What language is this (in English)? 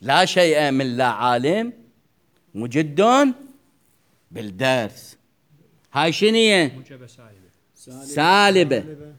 Mesopotamian Arabic